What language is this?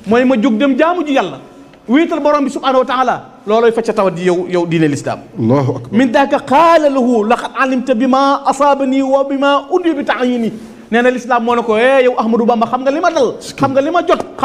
Wolof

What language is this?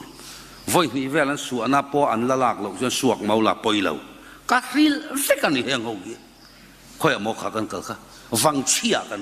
Mizo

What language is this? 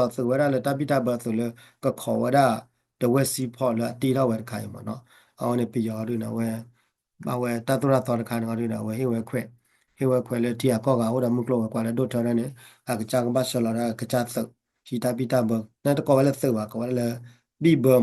S'gaw Karen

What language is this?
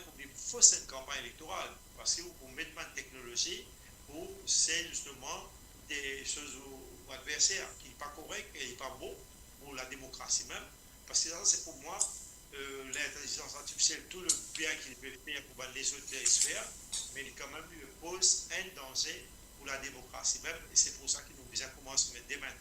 Morisyen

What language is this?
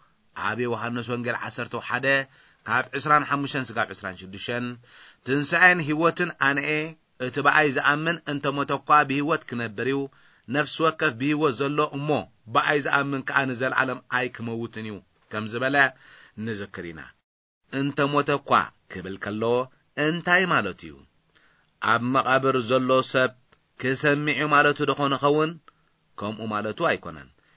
Tigrinya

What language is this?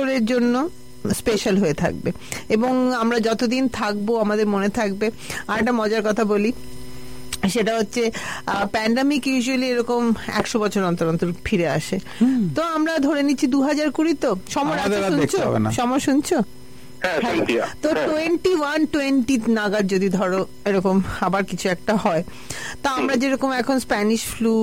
Bangla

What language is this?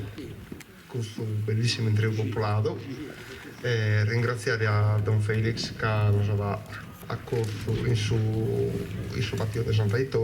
Sardinian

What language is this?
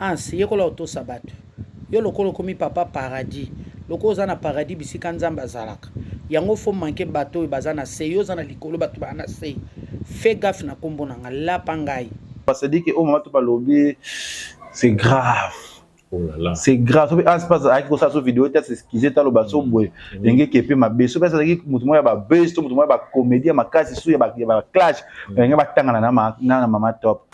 Lingala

